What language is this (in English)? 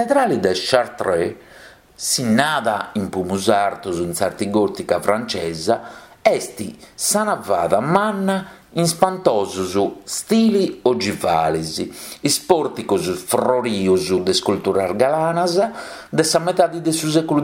Sardinian